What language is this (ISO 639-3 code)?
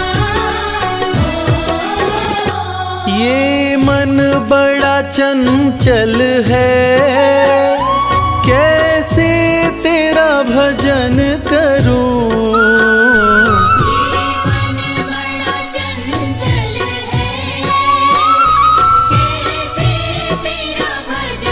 hin